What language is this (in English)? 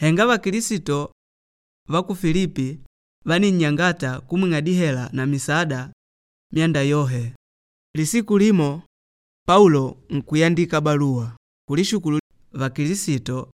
Makonde